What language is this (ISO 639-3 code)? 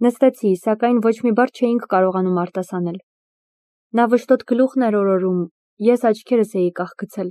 hye